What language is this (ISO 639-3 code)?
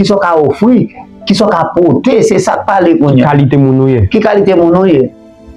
hat